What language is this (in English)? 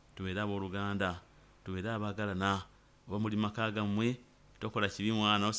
Nyoro